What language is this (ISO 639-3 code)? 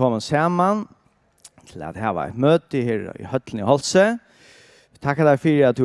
fao